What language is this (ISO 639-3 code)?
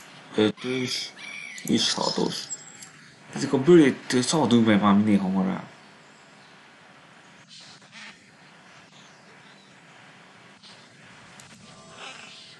hun